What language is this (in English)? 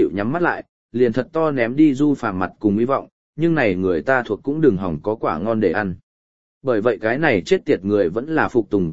Vietnamese